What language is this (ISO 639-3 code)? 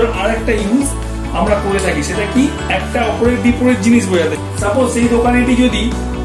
ben